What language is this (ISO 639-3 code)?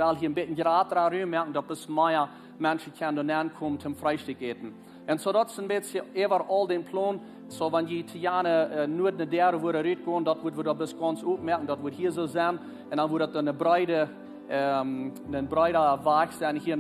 pdt